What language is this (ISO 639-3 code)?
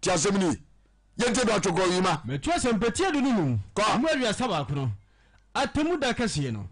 aka